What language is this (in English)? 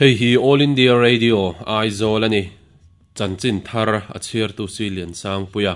Mizo